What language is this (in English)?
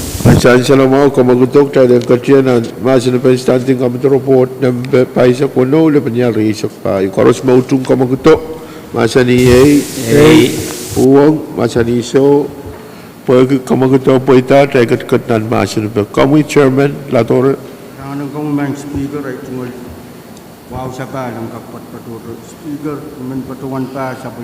Pohnpeian